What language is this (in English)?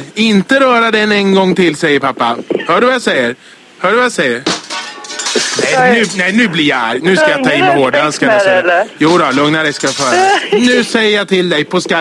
Swedish